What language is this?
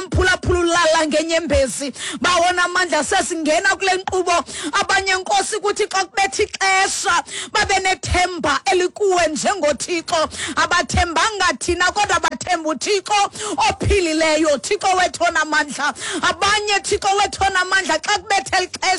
Xhosa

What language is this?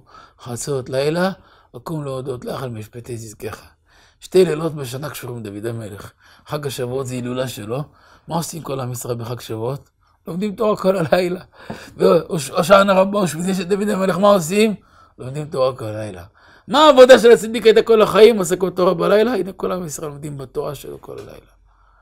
Hebrew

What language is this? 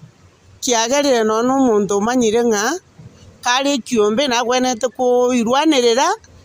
Gusii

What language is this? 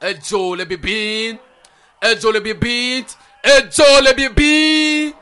Ewe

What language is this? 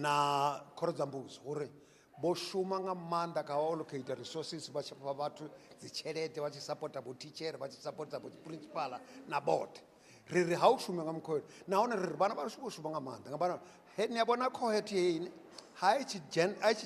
Venda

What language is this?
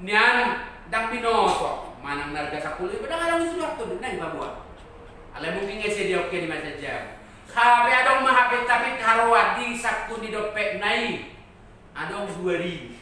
Batak Toba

